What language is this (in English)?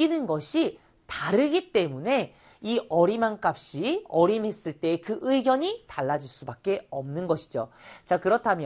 Korean